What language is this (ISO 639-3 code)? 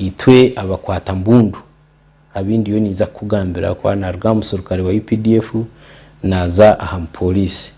nyn